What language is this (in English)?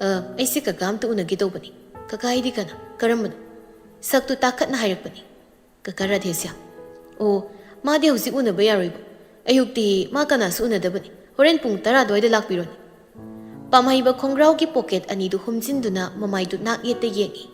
Manipuri